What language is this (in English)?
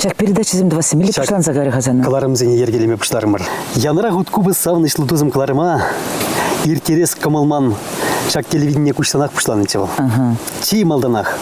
Chuvash